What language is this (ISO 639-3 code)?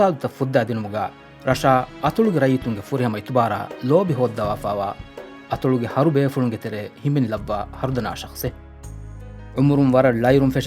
div